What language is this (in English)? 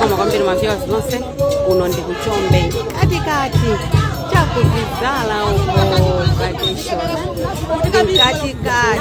Nyanja